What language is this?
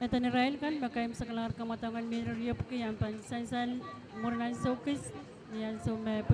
Pohnpeian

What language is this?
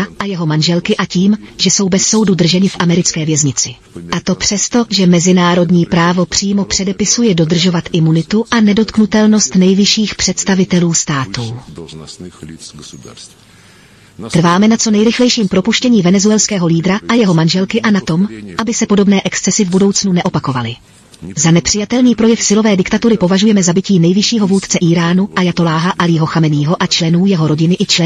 Czech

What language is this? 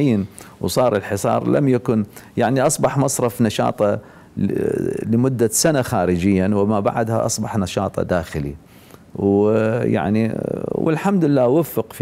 Mesopotamian Arabic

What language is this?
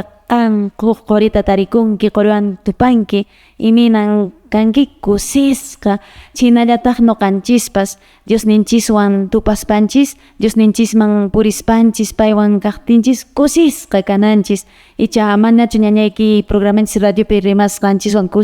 Quechua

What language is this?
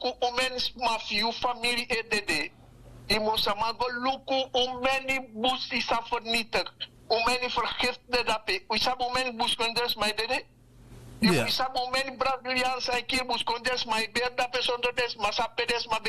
Sranan Tongo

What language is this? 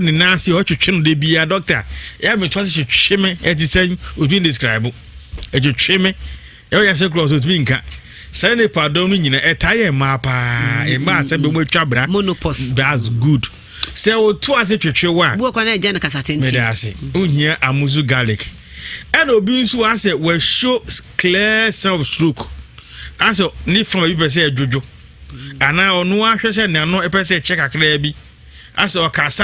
Akan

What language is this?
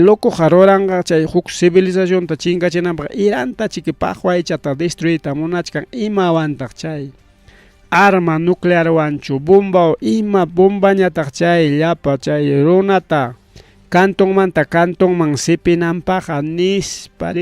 Ayacucho Quechua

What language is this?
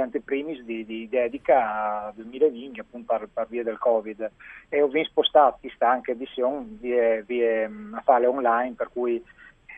Friulian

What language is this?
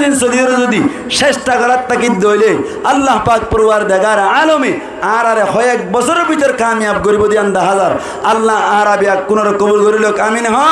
Rohingya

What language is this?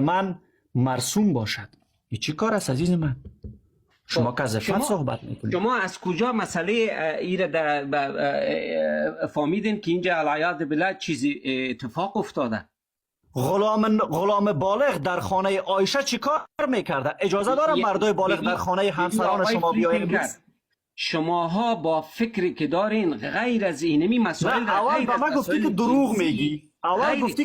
Persian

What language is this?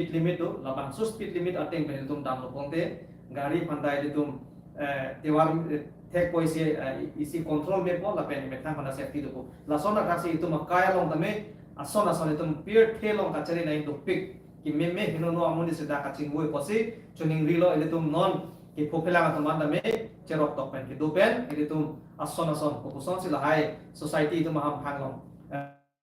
Karbi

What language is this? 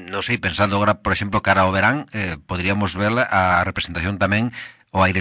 Galician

